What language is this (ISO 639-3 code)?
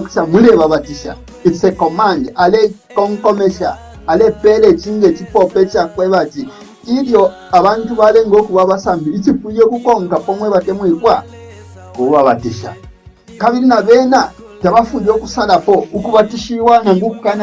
bem